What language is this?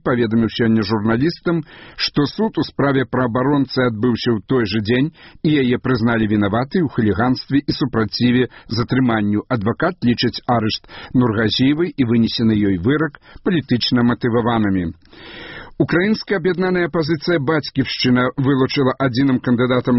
Belarusian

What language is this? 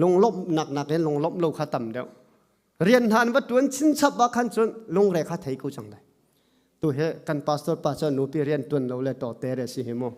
Hakha Chin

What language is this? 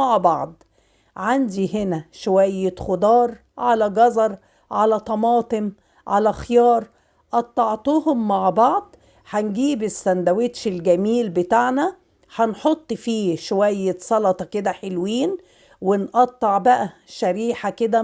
Egyptian Arabic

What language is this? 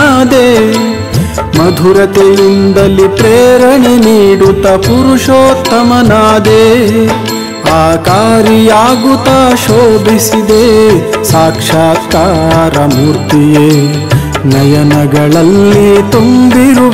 Kannada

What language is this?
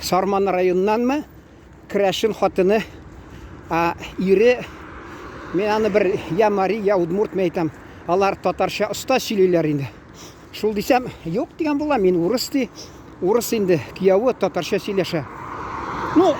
Tatar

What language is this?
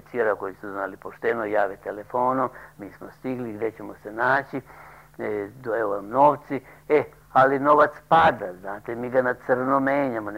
Serbian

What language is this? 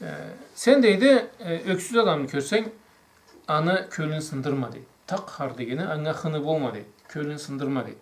Karachay-Balkar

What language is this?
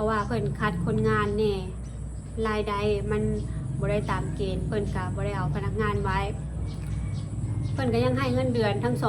Lao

